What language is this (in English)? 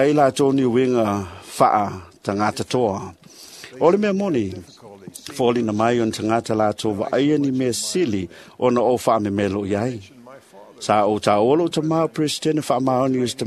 Samoan